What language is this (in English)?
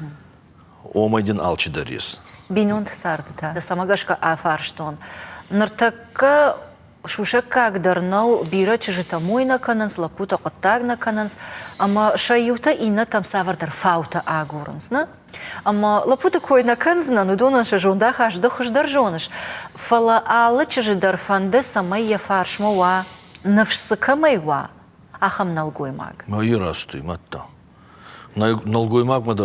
Ossetic